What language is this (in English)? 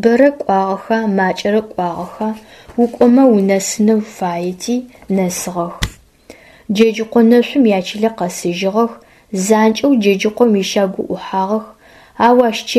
Adyghe